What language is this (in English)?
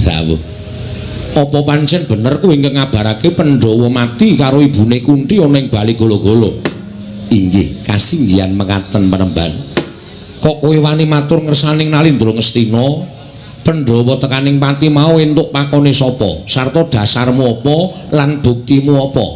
Javanese